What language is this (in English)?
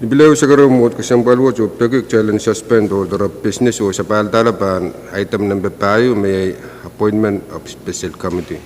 Pohnpeian